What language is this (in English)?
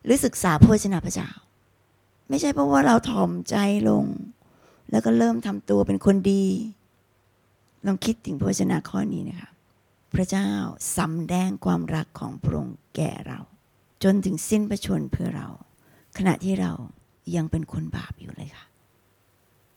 Thai